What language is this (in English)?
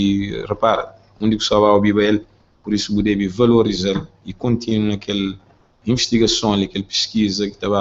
Kabuverdianu